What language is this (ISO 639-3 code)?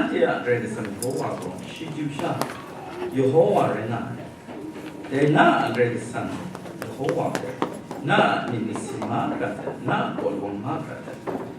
kac